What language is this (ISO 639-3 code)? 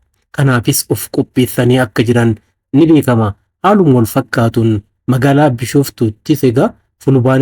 orm